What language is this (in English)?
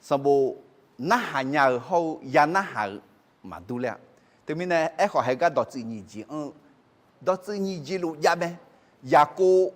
Akha